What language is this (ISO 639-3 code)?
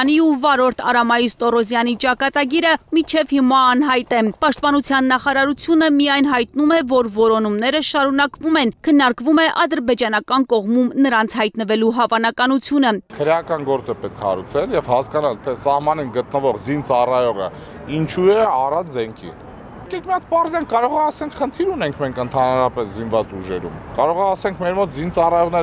hye